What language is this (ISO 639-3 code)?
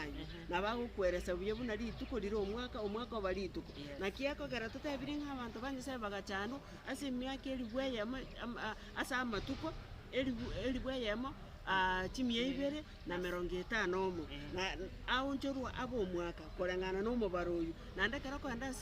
guz